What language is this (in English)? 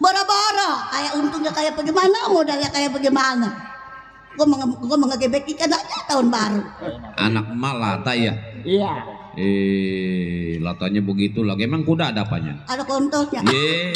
Betawi